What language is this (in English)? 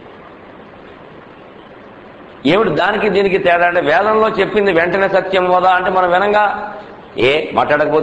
Telugu